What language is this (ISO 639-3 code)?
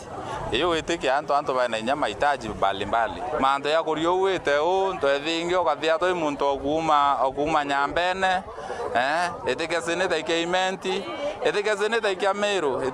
mer